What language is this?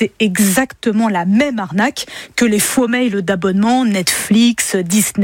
French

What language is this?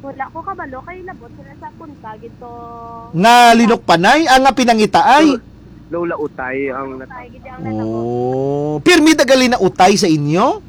Hiligaynon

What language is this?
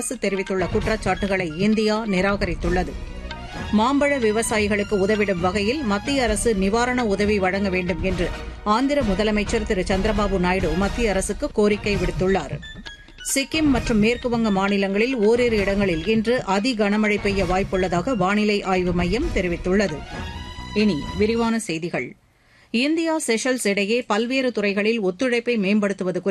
Tamil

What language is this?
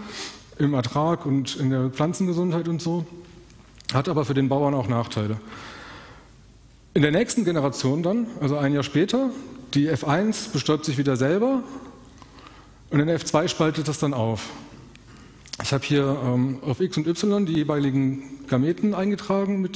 German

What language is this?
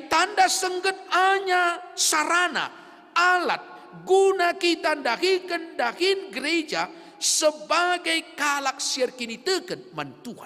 Batak Karo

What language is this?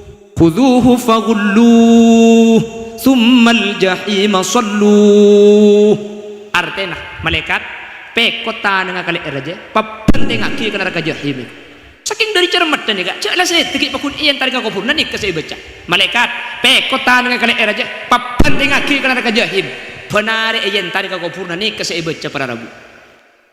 Madurese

